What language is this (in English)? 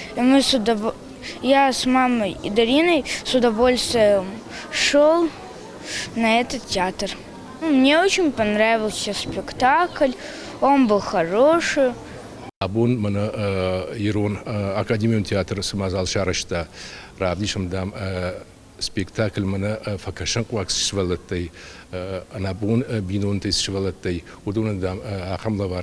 Ossetic